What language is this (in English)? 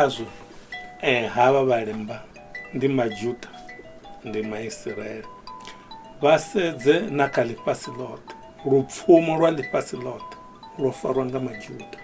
Venda